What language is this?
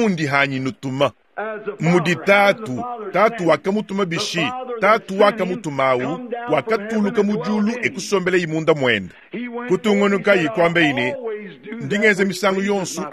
Luba-Lulua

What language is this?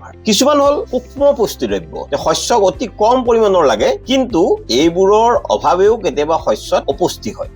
Assamese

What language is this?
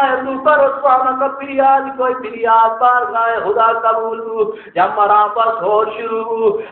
Baluchi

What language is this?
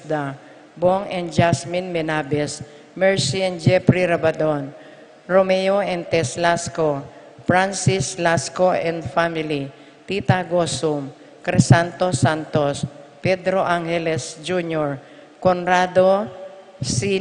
Pampanga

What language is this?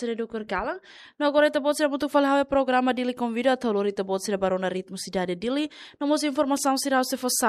Tetum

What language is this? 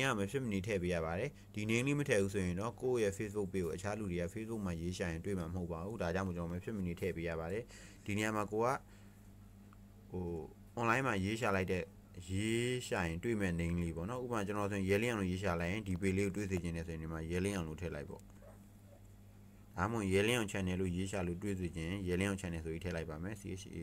Burmese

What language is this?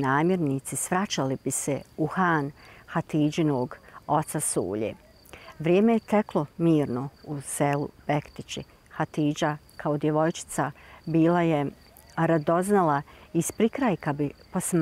Bosnian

